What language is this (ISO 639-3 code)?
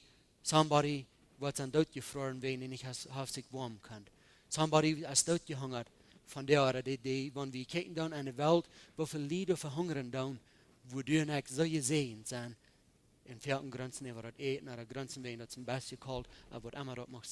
pdt